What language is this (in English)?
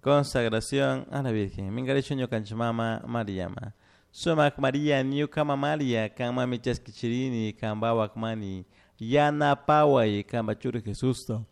Chimborazo Highland Quichua